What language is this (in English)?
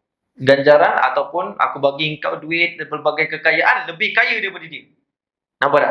Malay